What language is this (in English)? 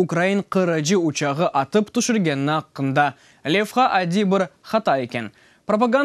Crimean Tatar